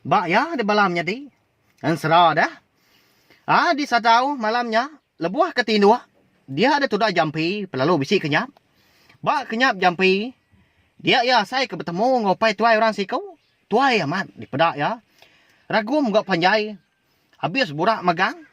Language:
Iban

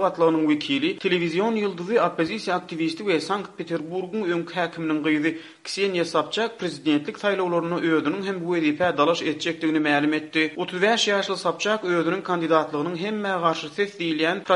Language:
Turkmen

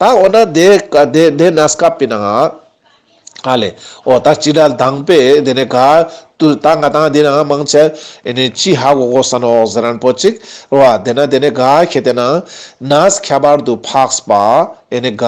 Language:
Ladakhi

